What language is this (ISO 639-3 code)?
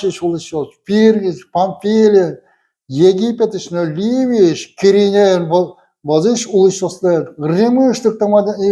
udm